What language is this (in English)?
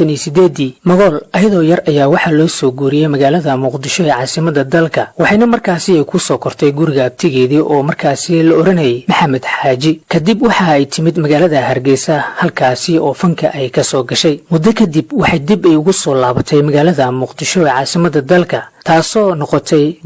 Somali